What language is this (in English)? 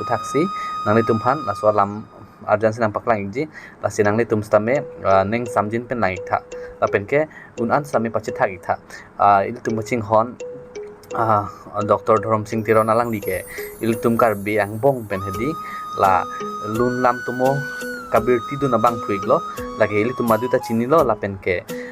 Karbi